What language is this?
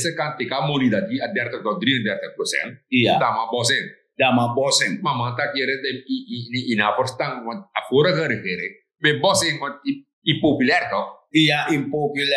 Sranan Tongo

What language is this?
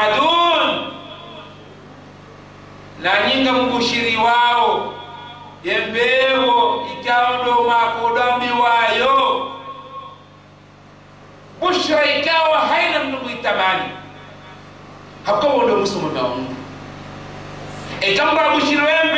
Swahili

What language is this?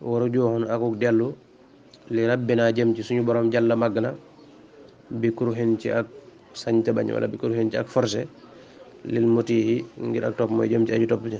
Wolof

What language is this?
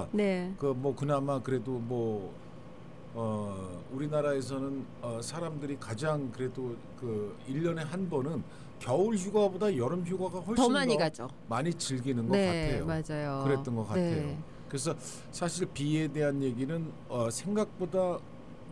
Korean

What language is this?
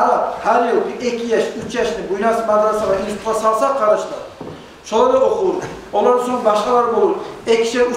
Kumyk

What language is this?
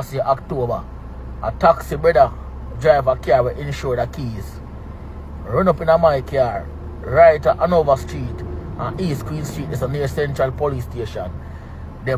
Jamaican Creole English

